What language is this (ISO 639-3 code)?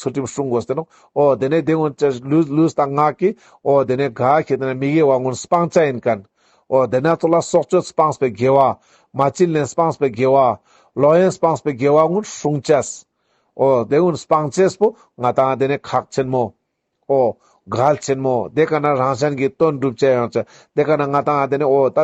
lbj